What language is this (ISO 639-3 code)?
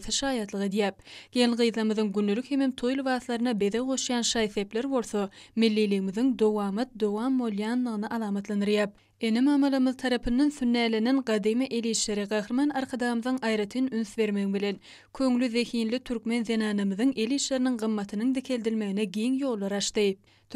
tuk